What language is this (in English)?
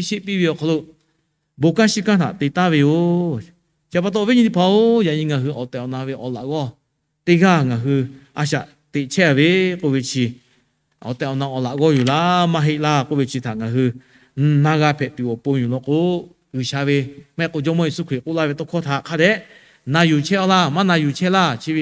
Lahu